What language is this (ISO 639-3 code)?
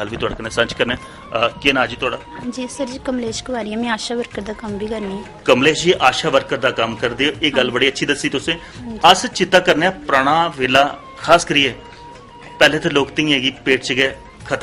doi